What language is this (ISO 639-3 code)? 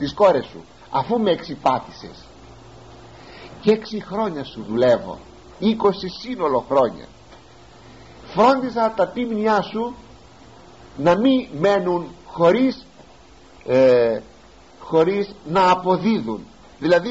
ell